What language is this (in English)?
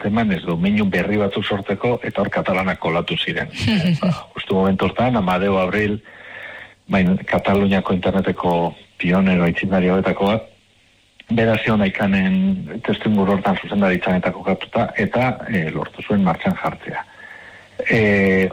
Basque